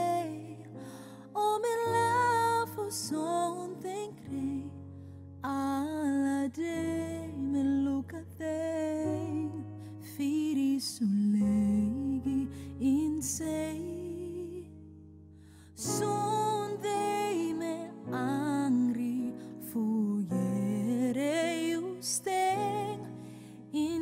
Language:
Dutch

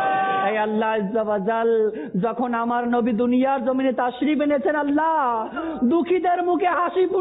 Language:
Bangla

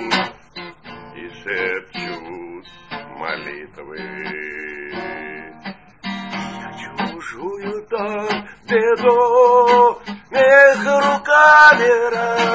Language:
Russian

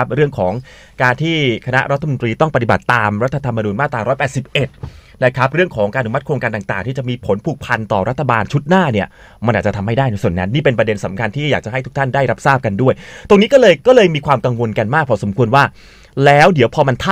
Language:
Thai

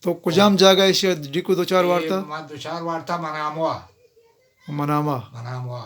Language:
Eastern Balochi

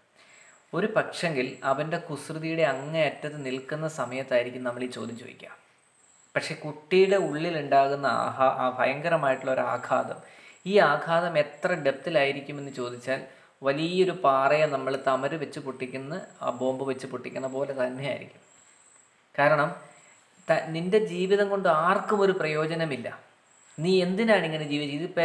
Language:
Malayalam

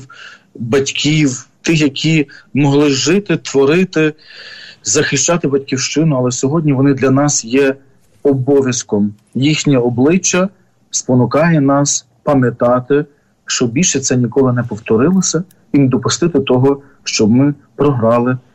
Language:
Ukrainian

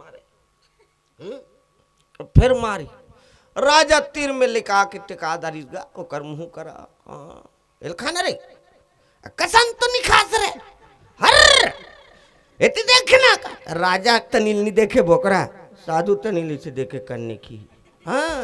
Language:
Chhattisgarhi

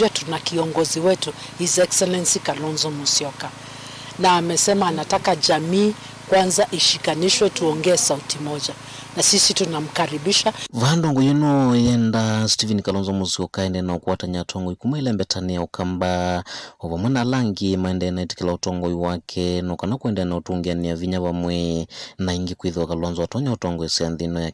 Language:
Kamba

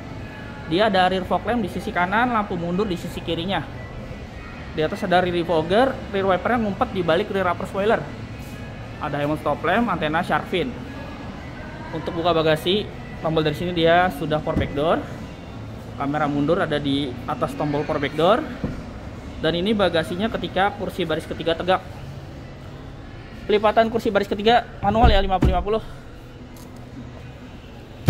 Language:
Indonesian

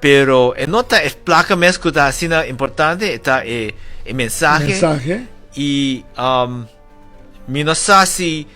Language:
Papiamento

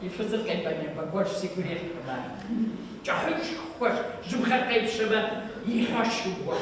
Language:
Kabardian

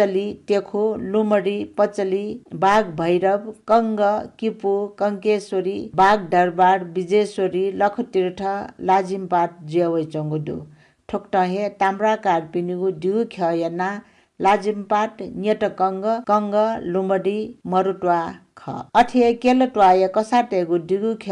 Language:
Newari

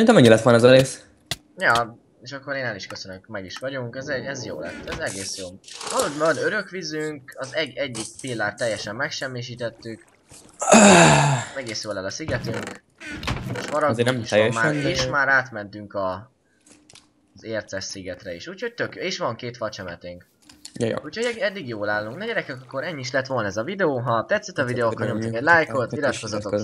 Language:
Hungarian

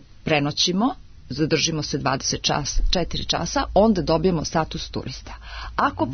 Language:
Serbian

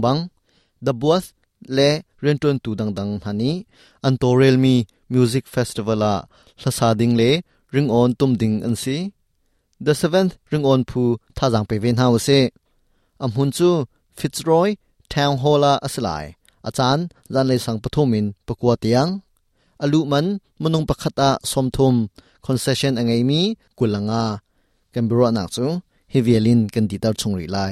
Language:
Hakha Chin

